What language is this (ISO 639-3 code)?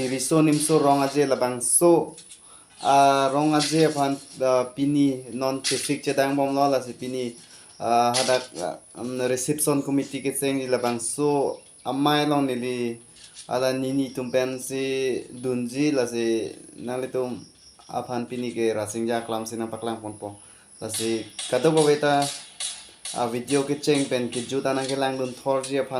mjw